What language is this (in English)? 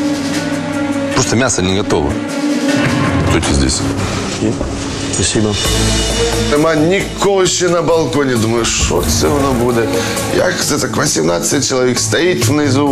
Ukrainian